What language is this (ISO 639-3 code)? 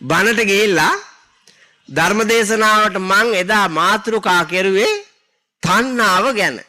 sin